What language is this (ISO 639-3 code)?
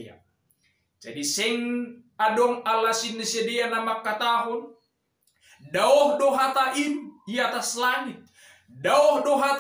bts